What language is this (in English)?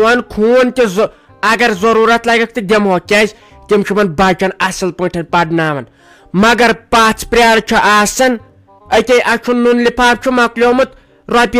Kashmiri